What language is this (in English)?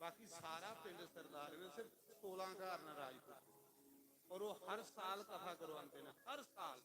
Dogri